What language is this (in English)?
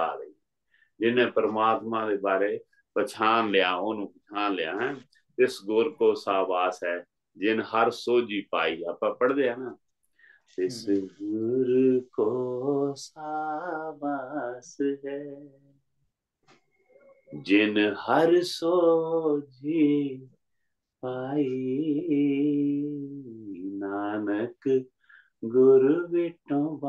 Punjabi